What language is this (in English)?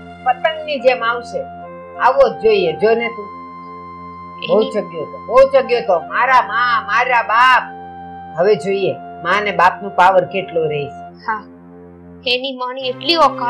Gujarati